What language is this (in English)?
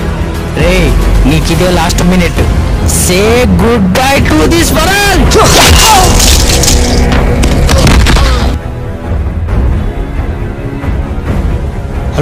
Telugu